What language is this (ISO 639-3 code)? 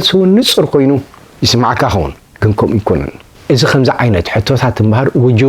tir